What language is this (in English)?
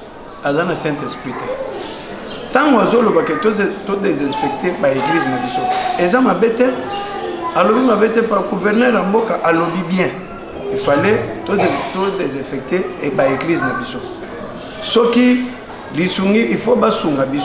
Lingala